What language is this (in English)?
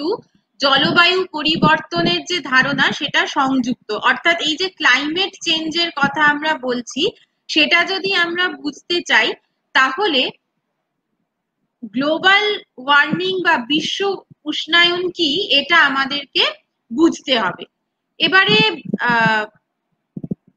Bangla